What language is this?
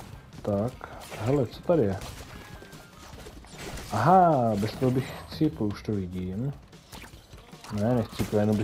Czech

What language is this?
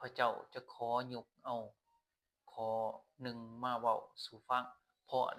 Lao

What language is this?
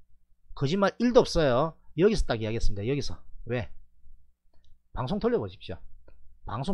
Korean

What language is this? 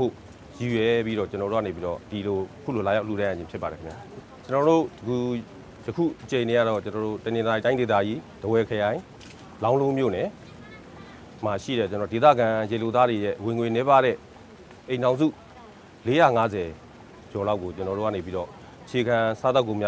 Burmese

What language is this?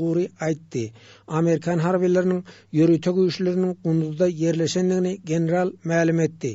Turkmen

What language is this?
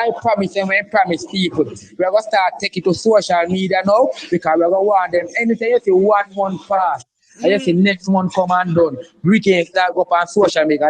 Jamaican Creole English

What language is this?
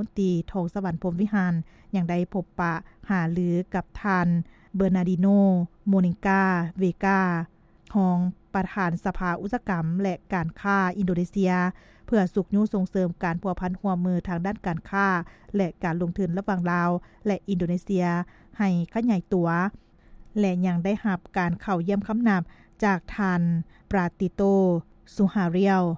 Lao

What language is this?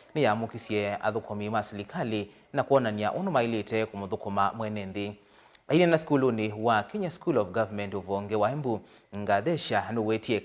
Kamba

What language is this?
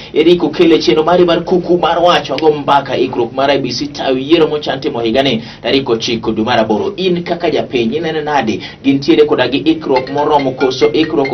Luo (Kenya and Tanzania)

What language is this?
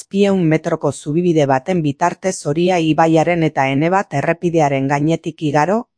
Basque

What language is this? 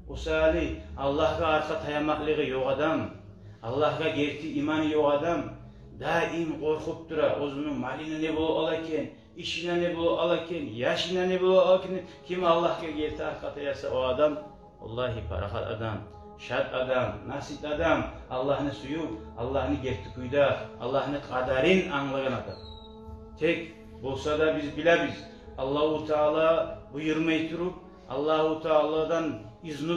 Kumyk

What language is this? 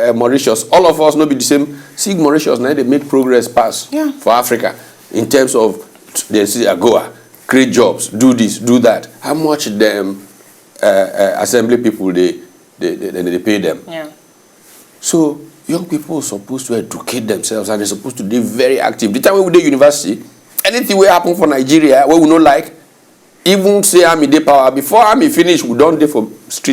Nigerian Pidgin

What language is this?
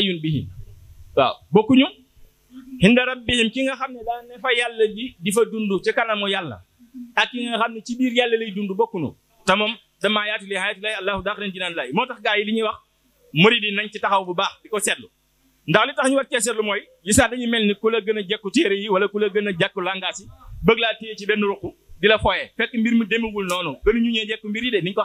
Wolof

